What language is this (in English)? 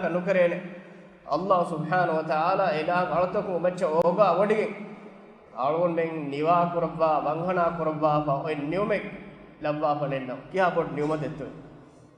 Divehi